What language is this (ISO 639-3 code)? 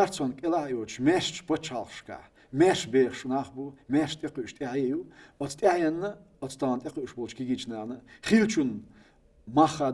che